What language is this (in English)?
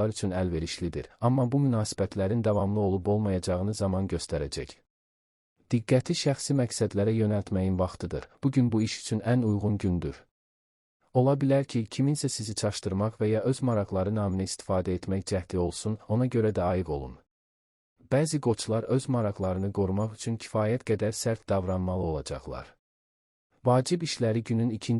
Azerbaijani